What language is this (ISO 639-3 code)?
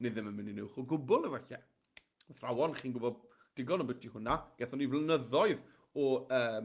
cym